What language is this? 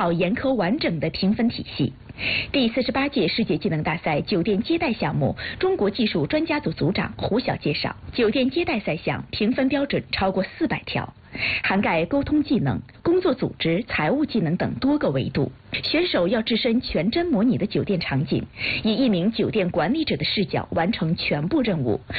Chinese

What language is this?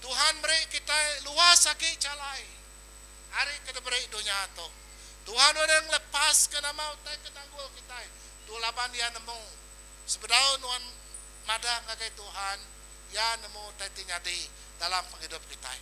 Iban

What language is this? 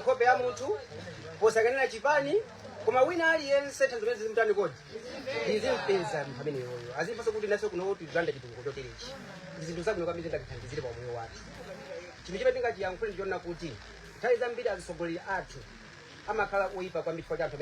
Nyanja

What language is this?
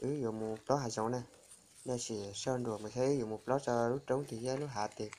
Hmong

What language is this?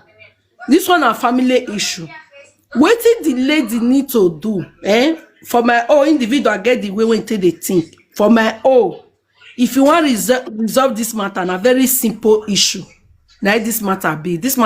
Nigerian Pidgin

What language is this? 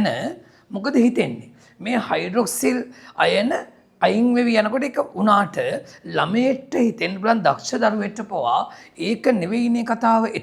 Sinhala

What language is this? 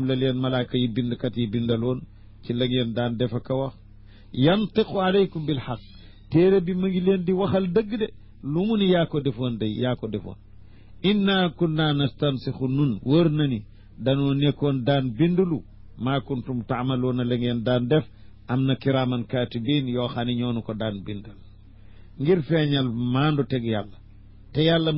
Wolof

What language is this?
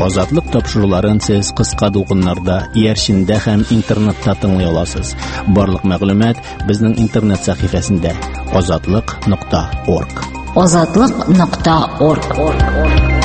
Tatar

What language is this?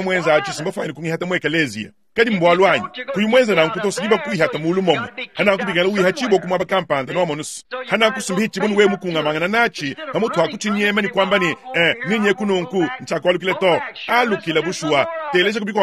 Luba-Lulua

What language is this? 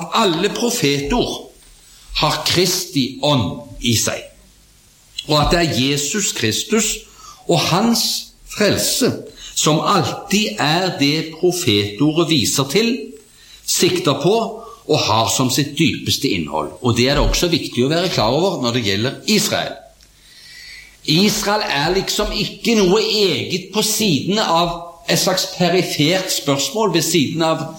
Norwegian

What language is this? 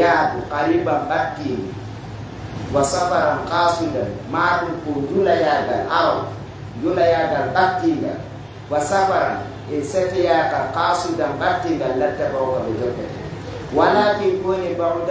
Pular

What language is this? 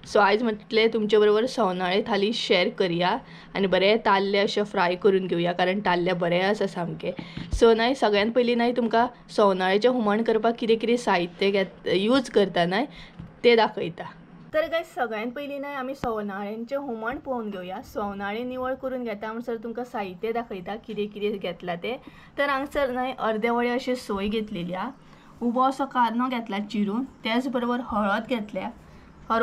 Konkani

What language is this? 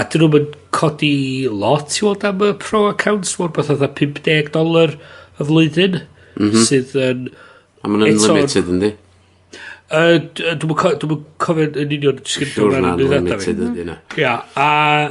Welsh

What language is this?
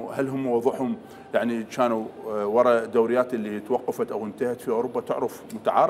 Mesopotamian Arabic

